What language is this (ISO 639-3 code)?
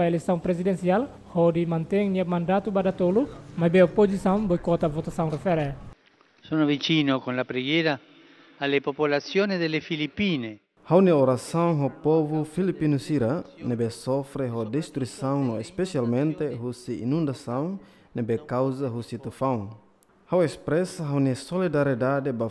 tet